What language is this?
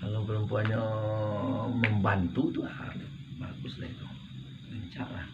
Minangkabau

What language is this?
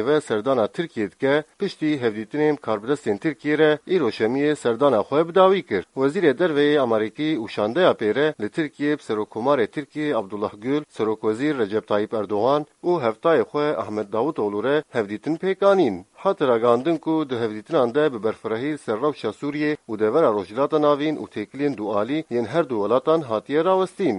Kurdish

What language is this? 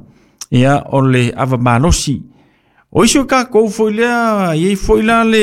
Samoan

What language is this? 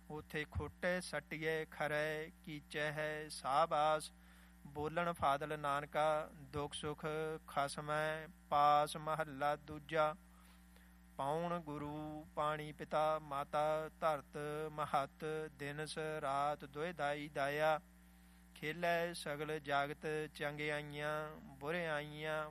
Punjabi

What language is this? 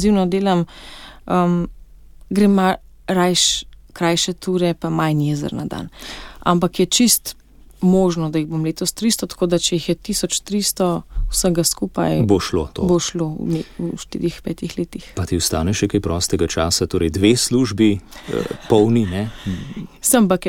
Slovenian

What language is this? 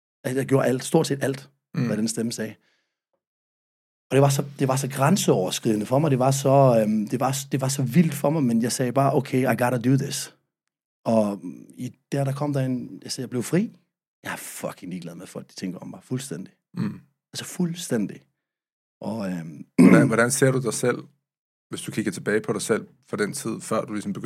Danish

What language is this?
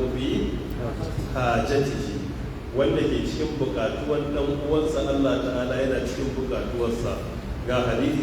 Hausa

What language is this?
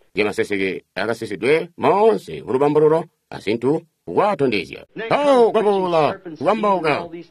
Tonga (Zambia)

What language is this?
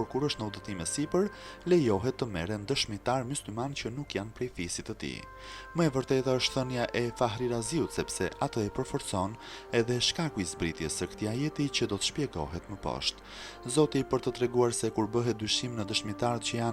Albanian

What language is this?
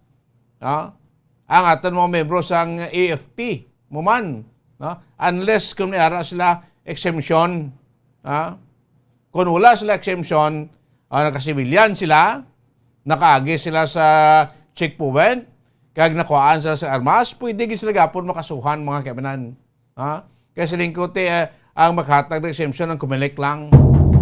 Hiligaynon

